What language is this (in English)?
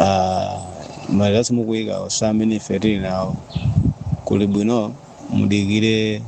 Nyanja